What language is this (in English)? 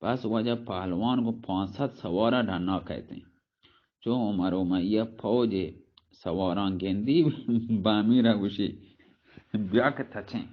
Baluchi